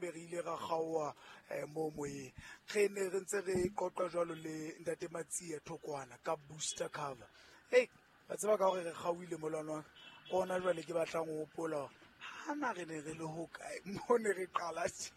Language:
Southern Sotho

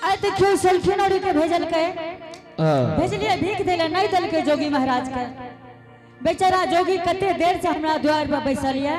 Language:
Angika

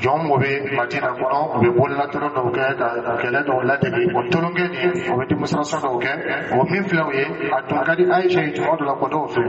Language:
Dyula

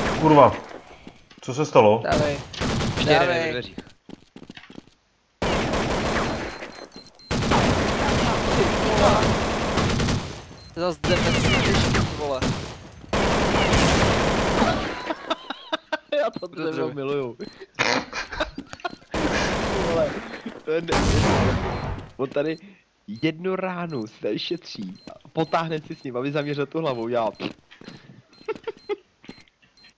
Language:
Czech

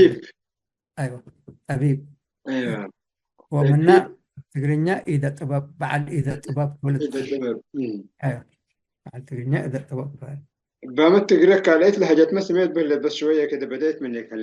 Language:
Tigre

